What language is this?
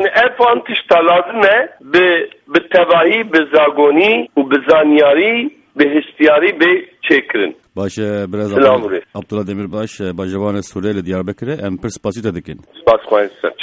Kurdish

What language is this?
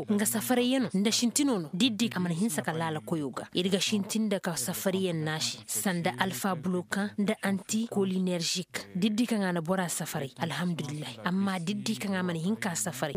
Zarma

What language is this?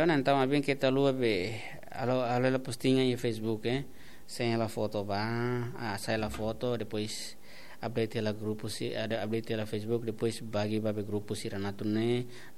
Tetum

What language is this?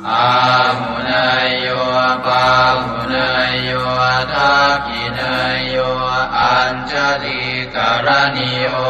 Pali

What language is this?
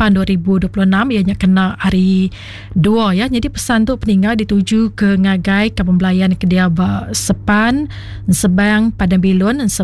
Iban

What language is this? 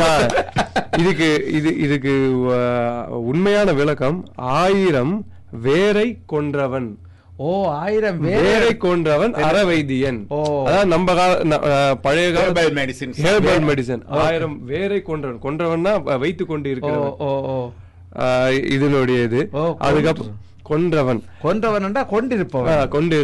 Tamil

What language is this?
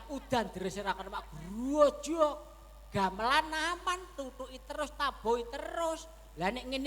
Javanese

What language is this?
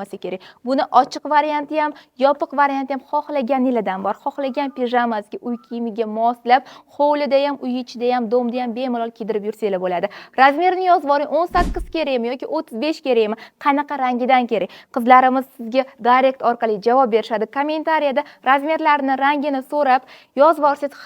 Uzbek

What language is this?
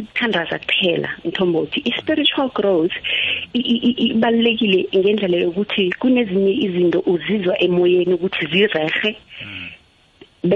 South Ndebele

